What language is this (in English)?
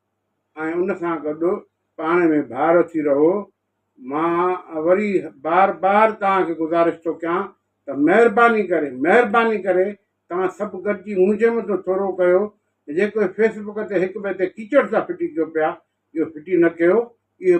Sindhi